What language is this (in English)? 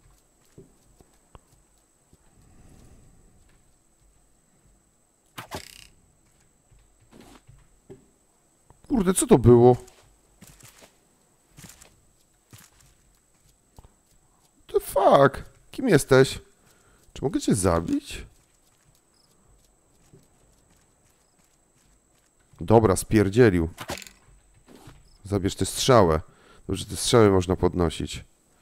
Polish